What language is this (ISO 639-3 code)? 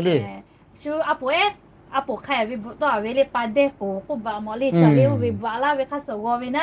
lhu